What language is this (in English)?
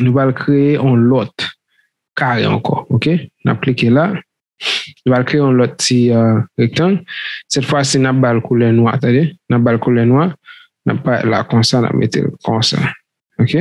Haitian Creole